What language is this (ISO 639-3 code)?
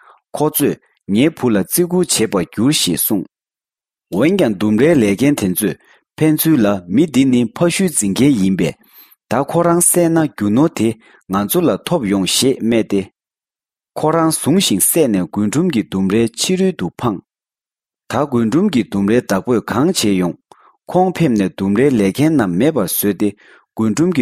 bod